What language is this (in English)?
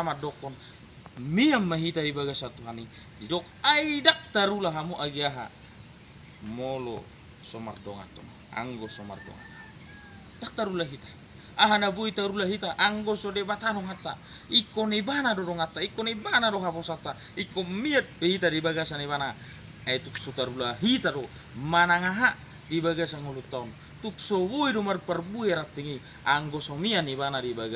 Batak Toba